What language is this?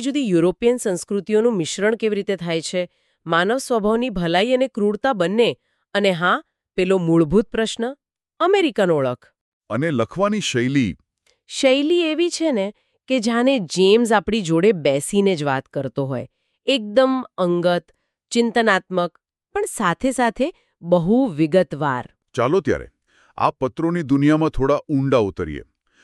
Gujarati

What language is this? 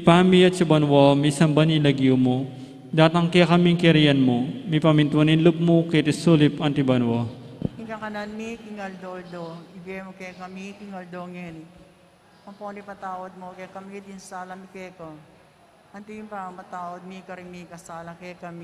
Pampanga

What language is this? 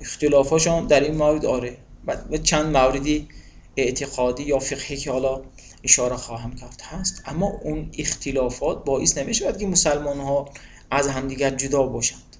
Tajik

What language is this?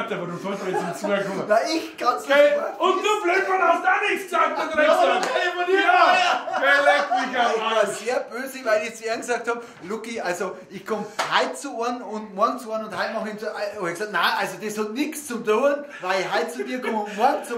Bavarian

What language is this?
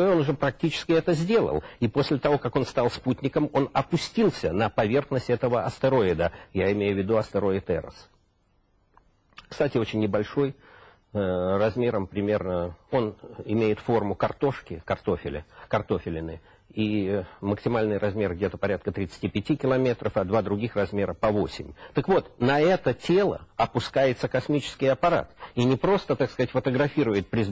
Russian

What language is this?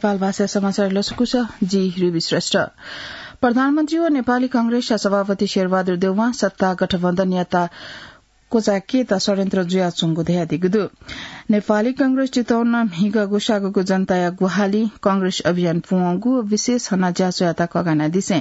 Newari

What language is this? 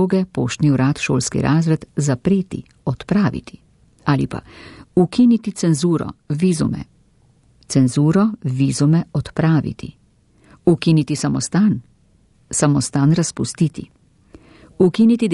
Slovenian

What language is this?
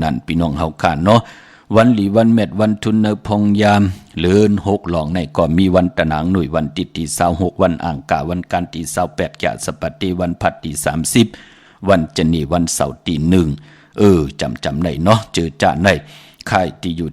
Shan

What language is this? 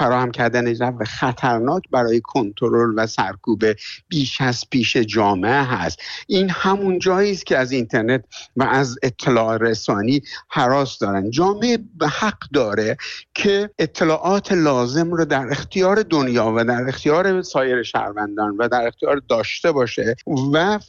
Persian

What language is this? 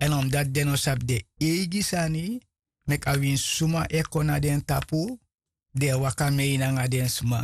Sranan Tongo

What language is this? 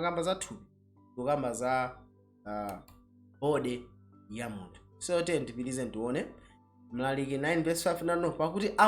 Nyanja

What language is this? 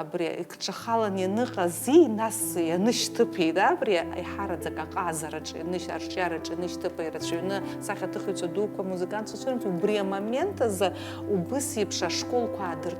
Abkhazian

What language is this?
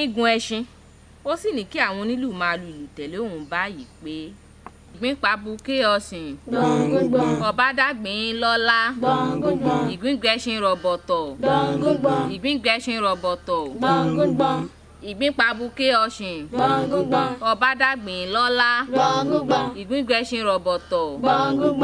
Yoruba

